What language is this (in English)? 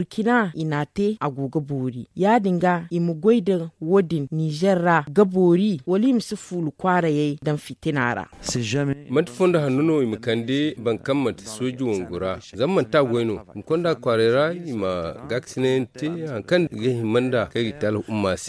Zarma